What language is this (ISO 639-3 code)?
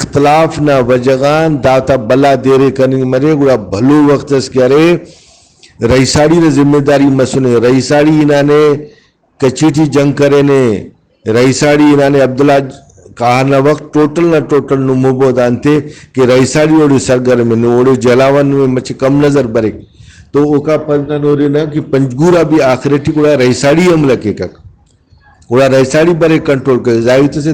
brh